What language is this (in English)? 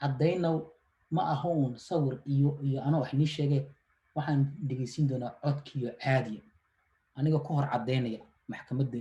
Somali